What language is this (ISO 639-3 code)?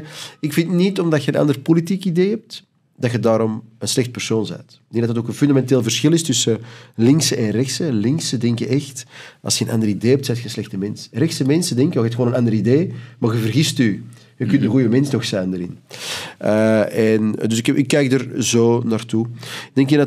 nld